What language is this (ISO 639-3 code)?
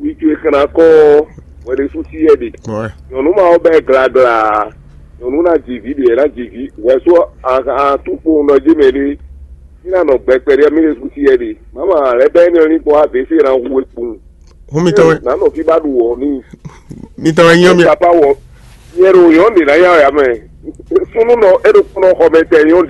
fon